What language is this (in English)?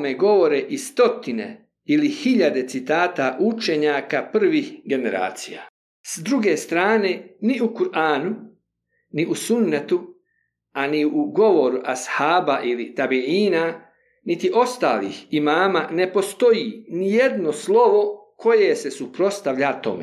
Bosnian